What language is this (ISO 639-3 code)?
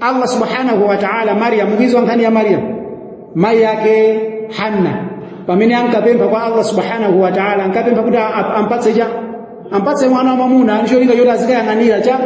nya